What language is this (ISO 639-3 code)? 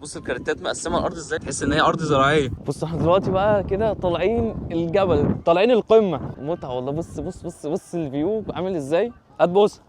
arz